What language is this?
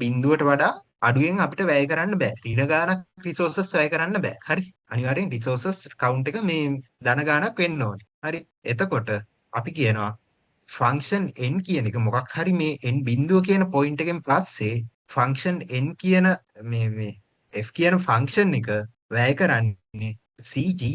Sinhala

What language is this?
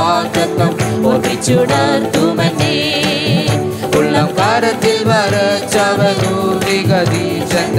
Malayalam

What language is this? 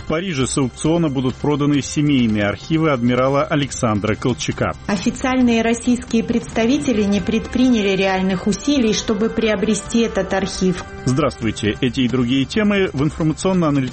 Russian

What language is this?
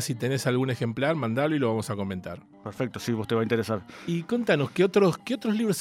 Spanish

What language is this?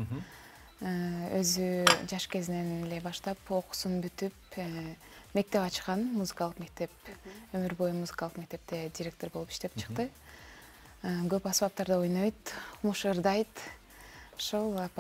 Kyrgyz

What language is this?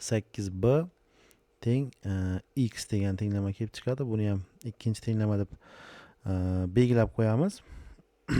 Uzbek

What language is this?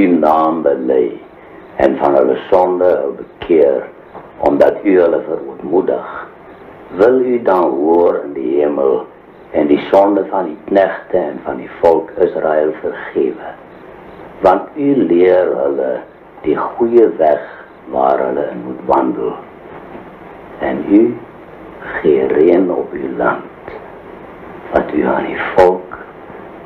Afrikaans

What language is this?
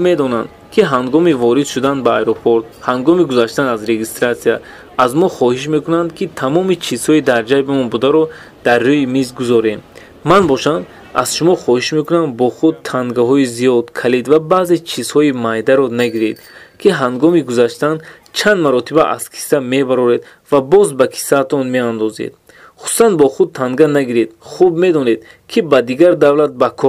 Tajik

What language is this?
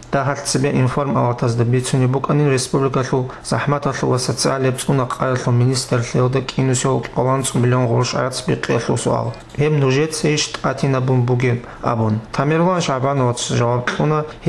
Avaric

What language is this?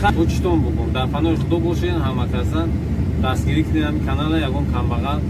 Tajik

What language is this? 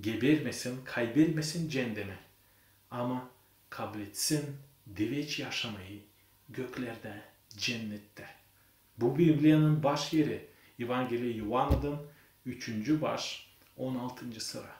Gagauz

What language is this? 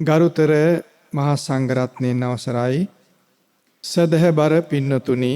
Sinhala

